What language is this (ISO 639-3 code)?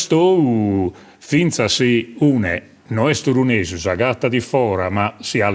srd